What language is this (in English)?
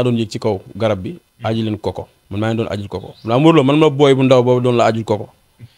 Wolof